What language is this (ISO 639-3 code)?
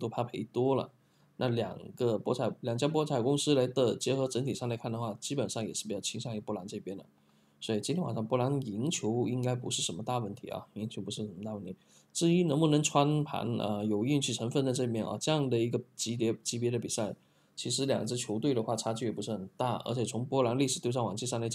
zho